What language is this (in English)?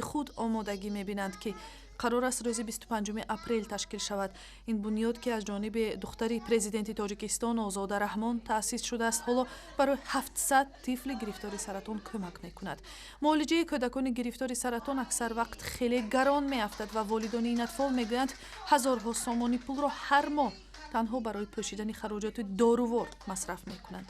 Tajik